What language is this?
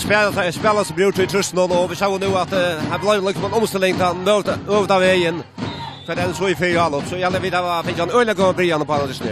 Faroese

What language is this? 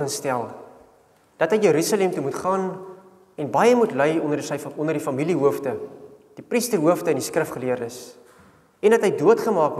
Afrikaans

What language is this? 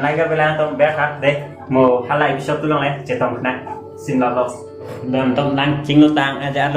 Karbi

